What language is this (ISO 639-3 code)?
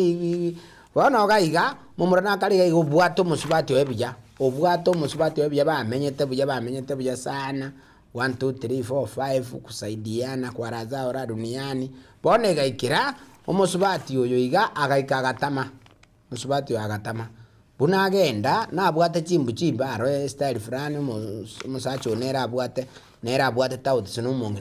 guz